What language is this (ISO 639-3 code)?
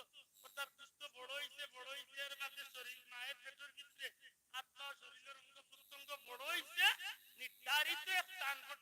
syl